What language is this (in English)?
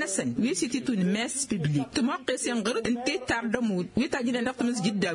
Tamasheq